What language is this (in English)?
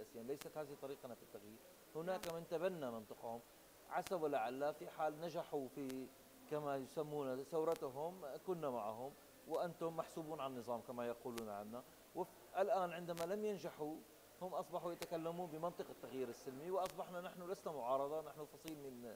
Arabic